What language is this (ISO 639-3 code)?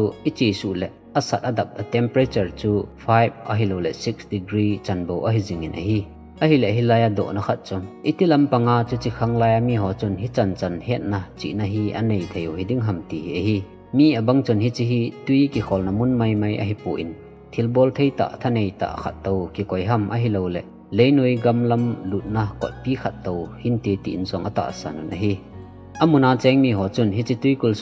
tcz